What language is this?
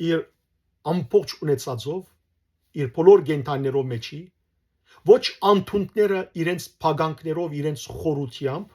Western Armenian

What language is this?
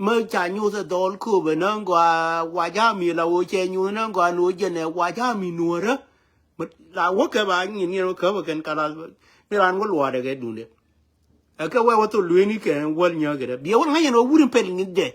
Nuer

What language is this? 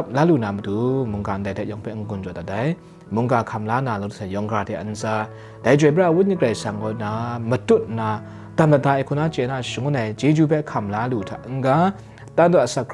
Kachin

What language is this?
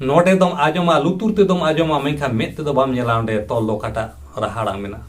Santali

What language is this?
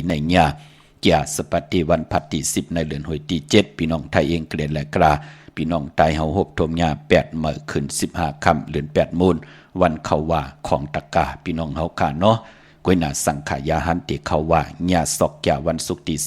Shan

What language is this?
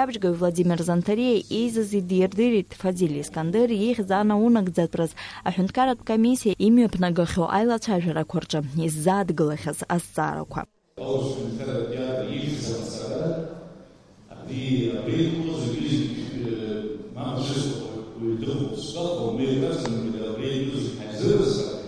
Abkhazian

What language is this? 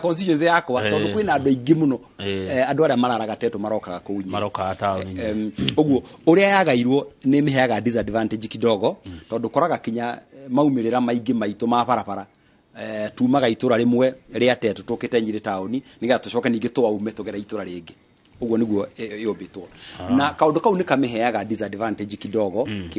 Kikuyu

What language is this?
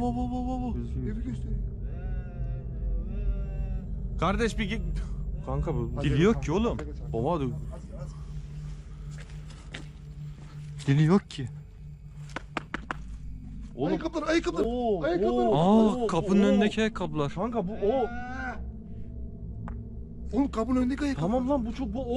Turkish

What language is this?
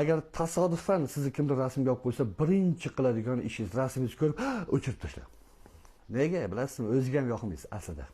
Uzbek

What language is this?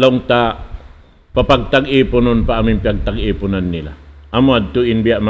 Tausug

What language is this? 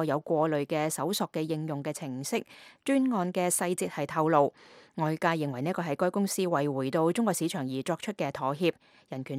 Cantonese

